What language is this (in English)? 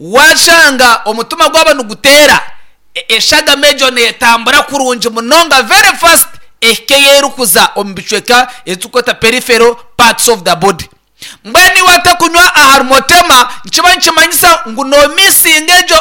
Nyankole